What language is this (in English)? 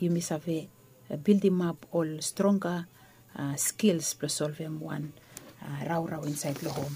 Bislama